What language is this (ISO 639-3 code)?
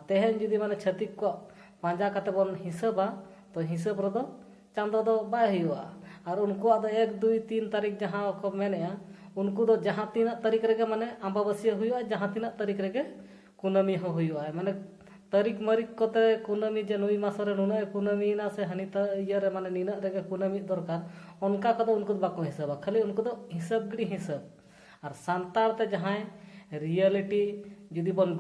sat